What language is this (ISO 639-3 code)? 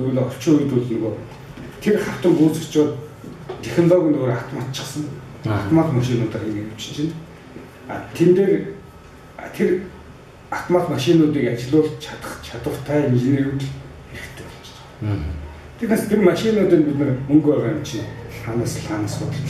mon